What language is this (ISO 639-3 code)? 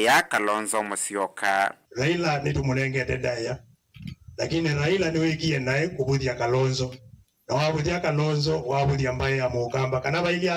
kam